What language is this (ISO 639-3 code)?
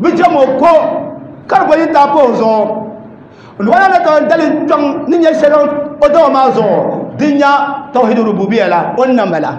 dag